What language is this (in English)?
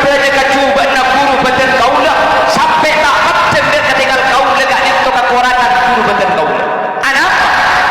Madurese